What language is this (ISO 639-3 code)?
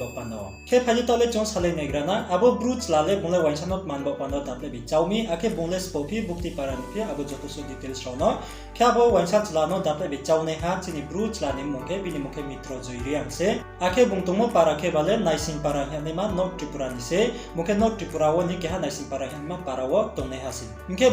ria